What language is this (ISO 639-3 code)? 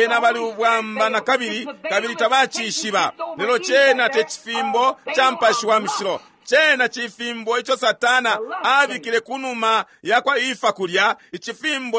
bem